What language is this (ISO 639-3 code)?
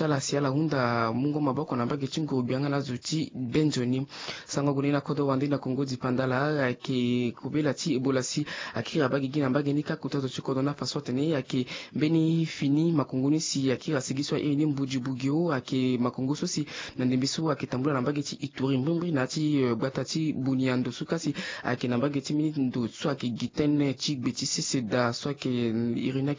sag